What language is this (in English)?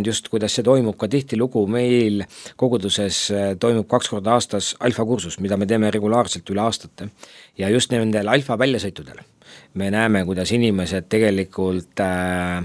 Estonian